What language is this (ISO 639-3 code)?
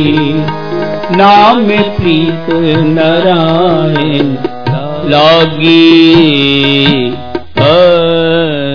pan